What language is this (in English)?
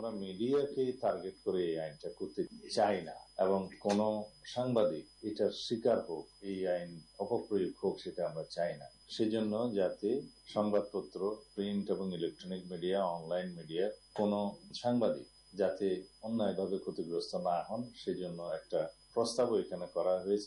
Bangla